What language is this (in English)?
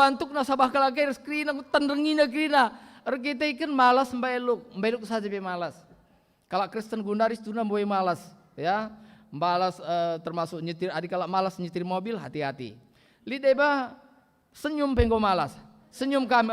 Batak Karo